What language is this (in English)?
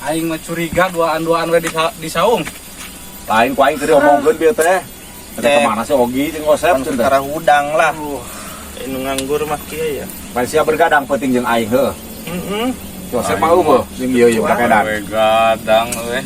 Sundanese